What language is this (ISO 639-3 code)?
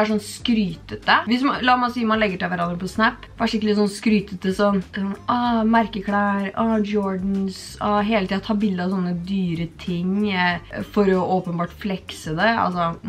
nor